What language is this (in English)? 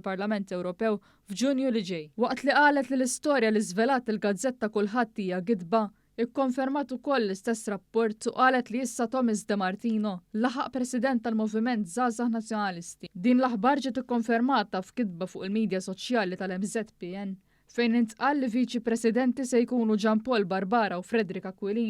Maltese